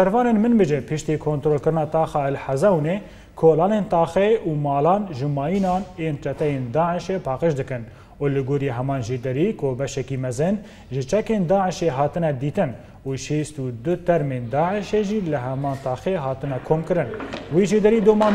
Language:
Kurdish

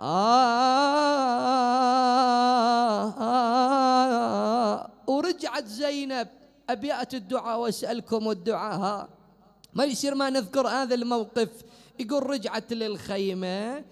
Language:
Mesopotamian Arabic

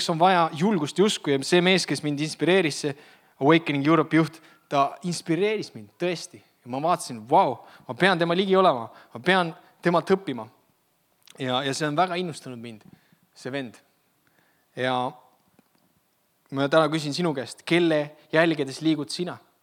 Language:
Estonian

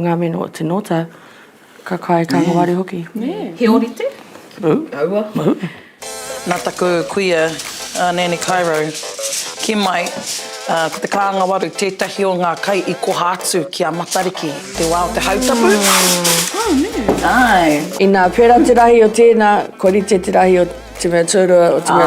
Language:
Māori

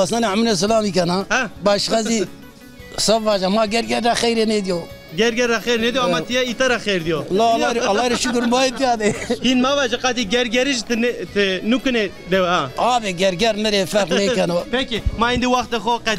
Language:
Zaza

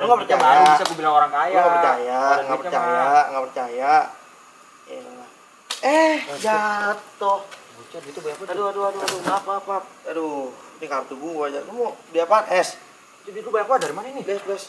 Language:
Betawi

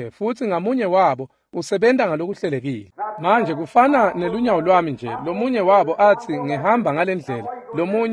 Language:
Swati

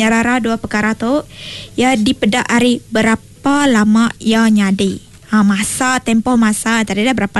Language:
Iban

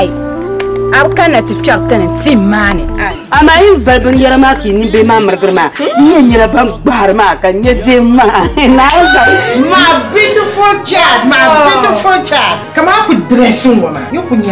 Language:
Dagbani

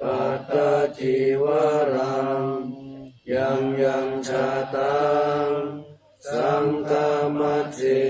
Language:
Pali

